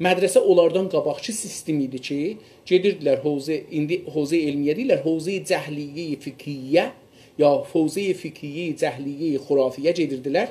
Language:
South Azerbaijani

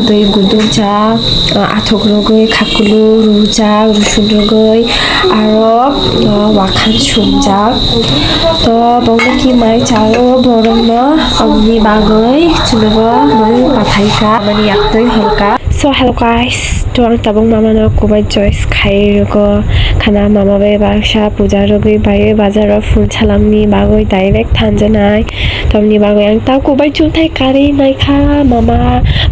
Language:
Kok Borok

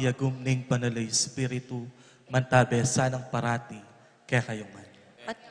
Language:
Pampanga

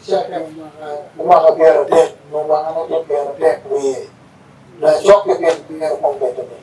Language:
Acoli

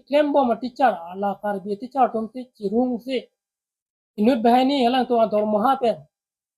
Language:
Karbi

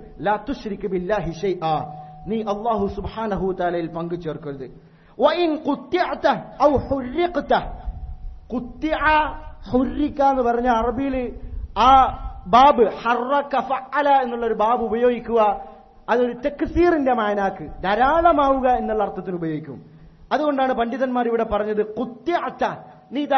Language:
Malayalam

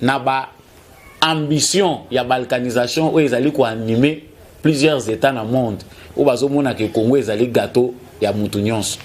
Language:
Lingala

